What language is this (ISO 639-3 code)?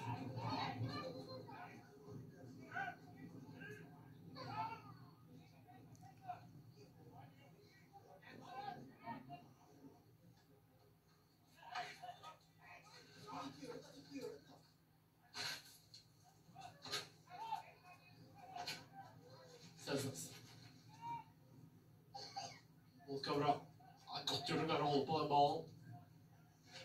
nor